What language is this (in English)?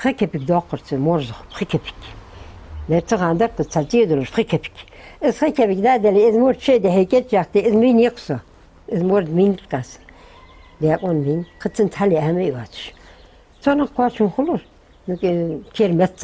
Ingush